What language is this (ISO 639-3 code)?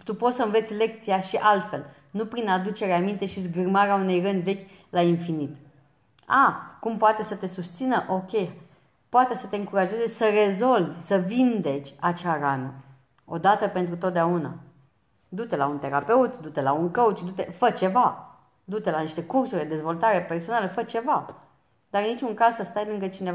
ron